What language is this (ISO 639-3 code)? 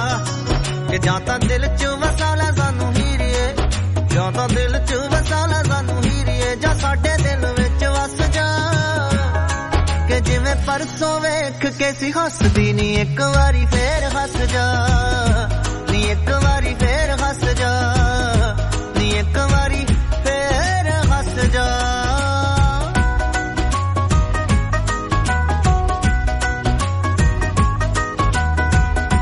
pan